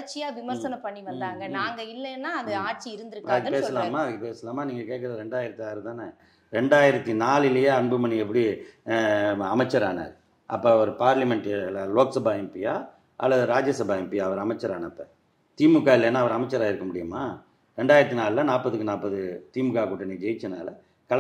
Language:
Tamil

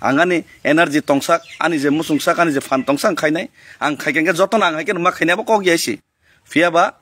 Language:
Kok Borok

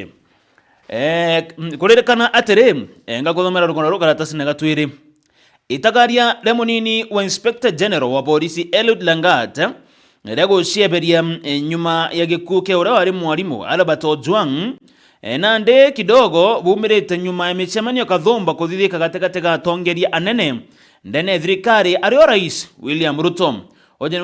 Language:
Meru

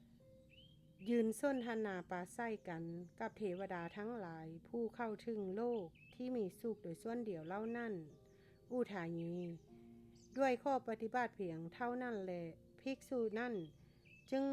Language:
Lao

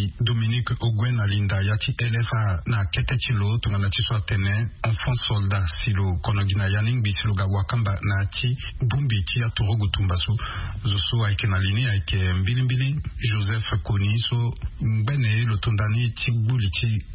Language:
Sango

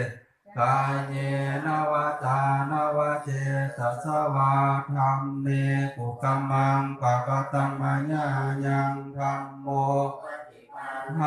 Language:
Pali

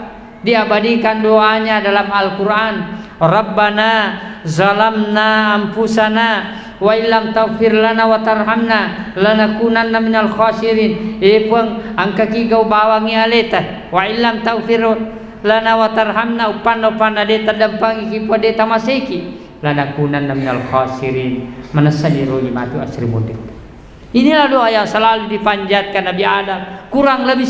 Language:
Buginese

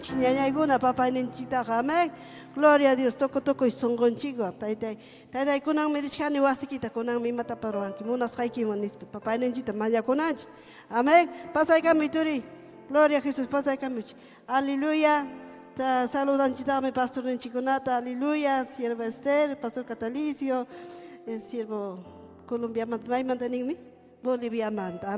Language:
Ayacucho Quechua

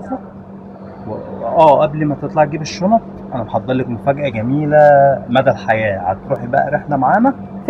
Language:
Egyptian Arabic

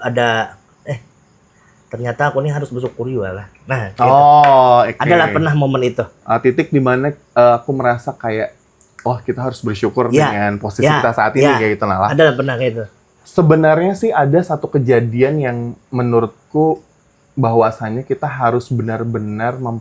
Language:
Banjar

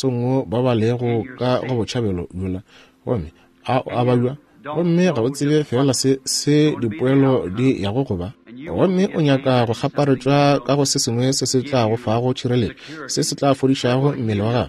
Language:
Northern Sotho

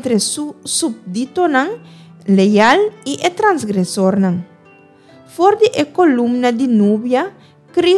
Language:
Papiamento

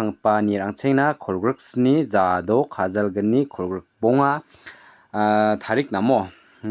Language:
Garo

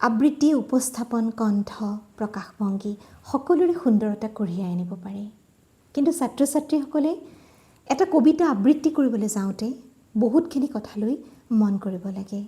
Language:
Assamese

